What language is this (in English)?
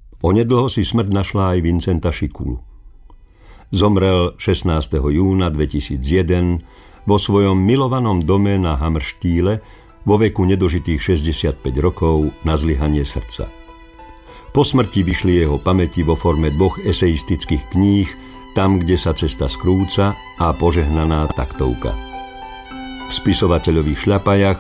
Slovak